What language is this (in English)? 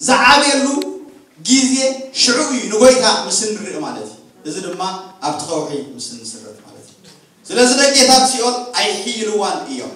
Tigrinya